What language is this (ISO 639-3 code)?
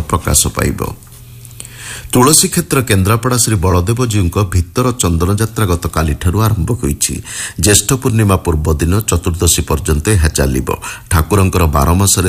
ori